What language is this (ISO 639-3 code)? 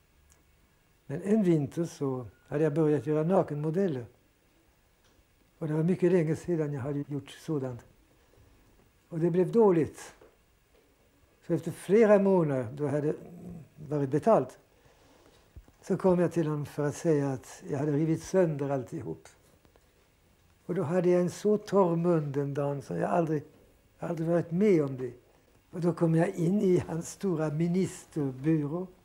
swe